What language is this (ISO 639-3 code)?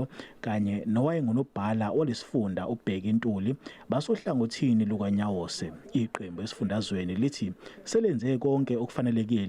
zul